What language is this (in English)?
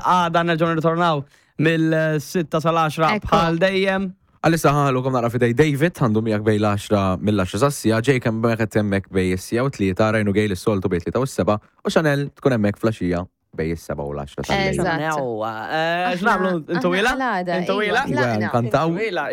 Maltese